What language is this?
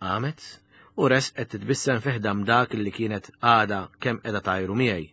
Maltese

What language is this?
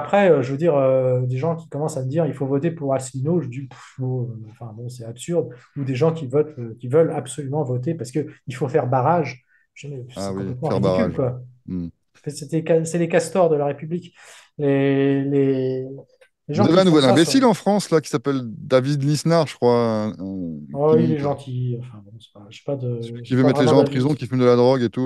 French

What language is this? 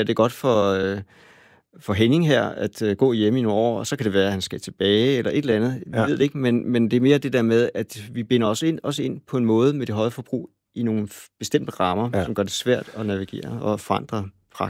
Danish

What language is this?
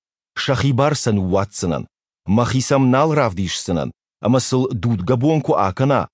Ossetic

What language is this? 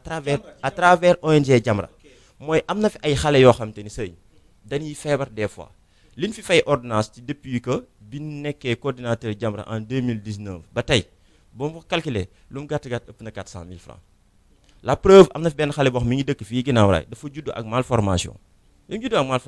Wolof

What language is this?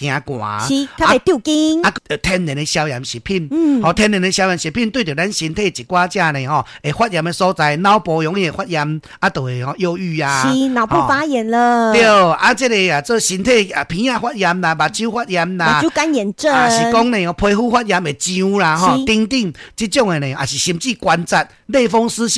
Min Nan Chinese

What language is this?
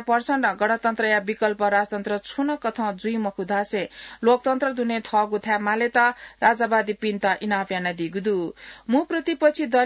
Newari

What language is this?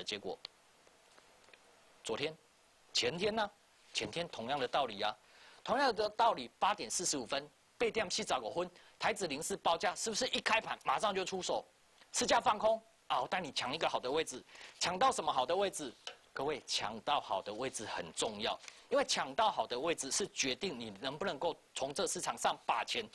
Chinese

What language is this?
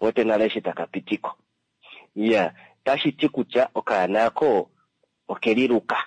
Kuanyama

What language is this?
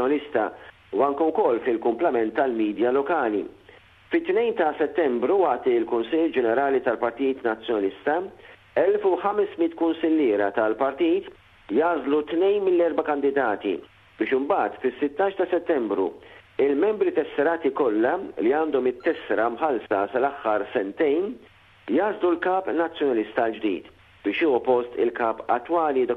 Maltese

